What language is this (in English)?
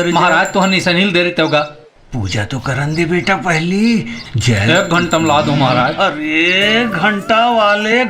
Chhattisgarhi